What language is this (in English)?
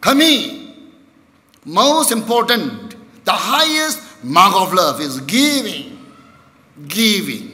Tangkhul Naga (India)